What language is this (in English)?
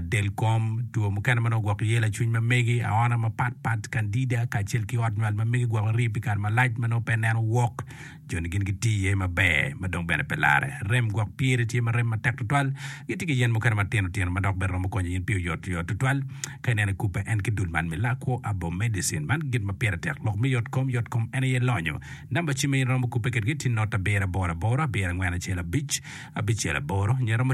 Acoli